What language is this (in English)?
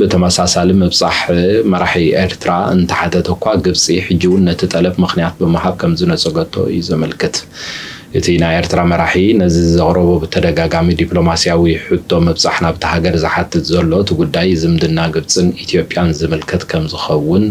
Tigrinya